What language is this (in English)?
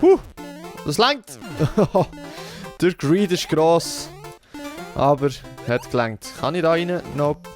Swiss German